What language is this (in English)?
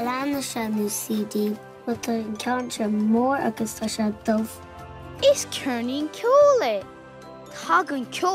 Irish